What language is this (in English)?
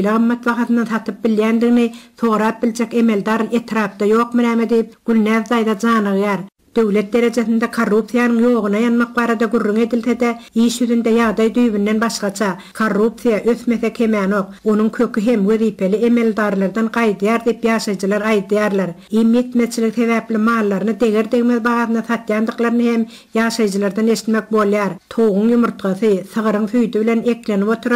Turkmen